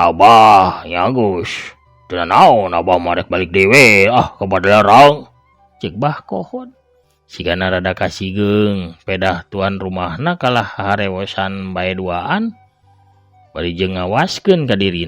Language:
Sundanese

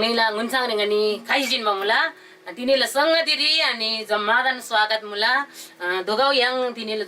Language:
Eastern Tamang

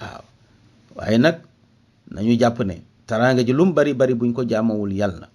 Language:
Wolof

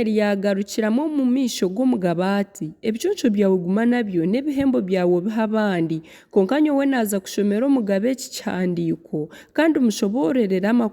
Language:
Nyankole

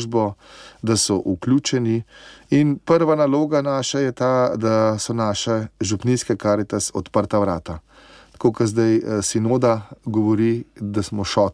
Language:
Slovenian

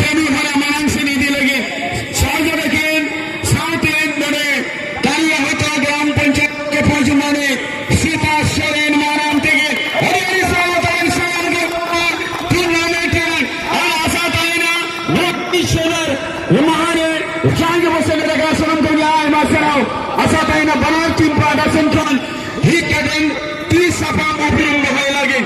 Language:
Santali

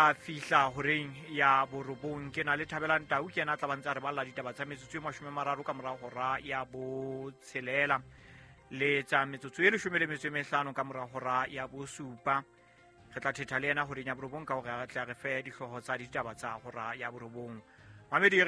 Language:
Southern Sotho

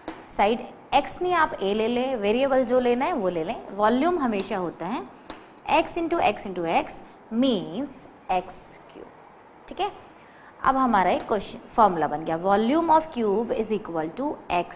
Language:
Hindi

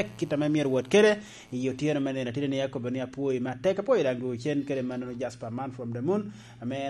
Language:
Lango (Uganda)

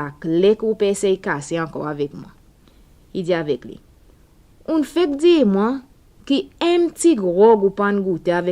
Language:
Seselwa Creole French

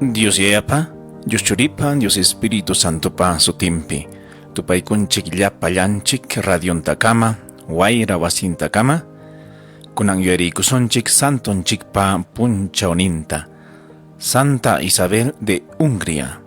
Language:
Ayacucho Quechua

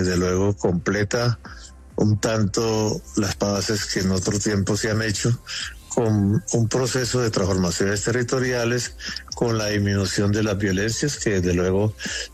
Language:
Spanish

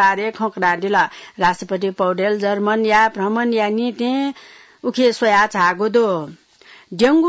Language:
Newari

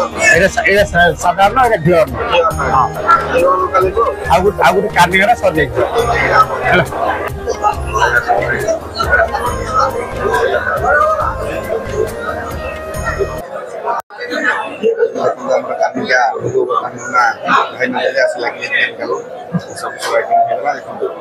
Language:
Odia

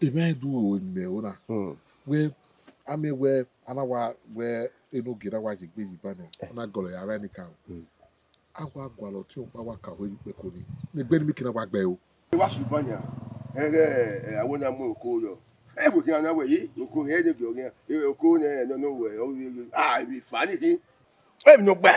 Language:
Bini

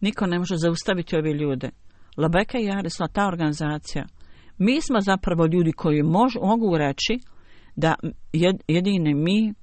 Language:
Bosnian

